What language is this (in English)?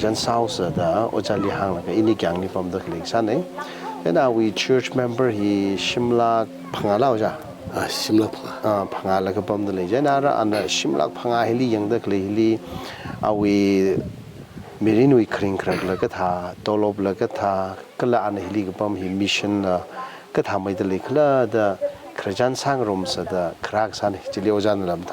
Tangkhul Naga (India)